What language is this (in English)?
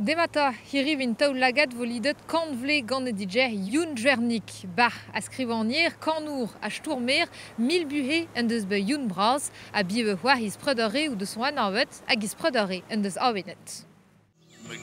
Breton